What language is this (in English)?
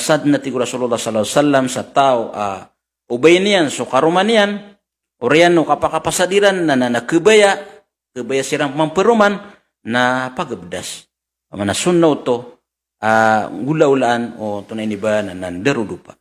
Maranao